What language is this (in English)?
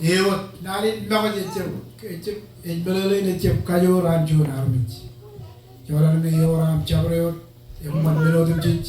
Marshallese